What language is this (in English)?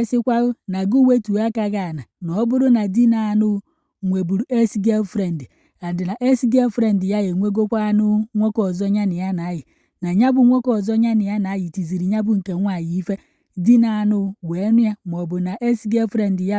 Igbo